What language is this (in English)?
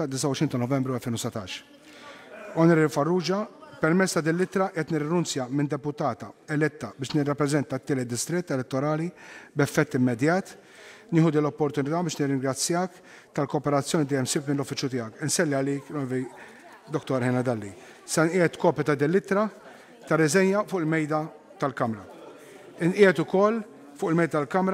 Maltese